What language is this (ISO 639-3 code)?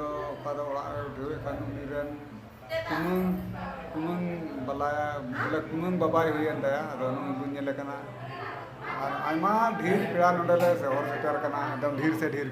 sat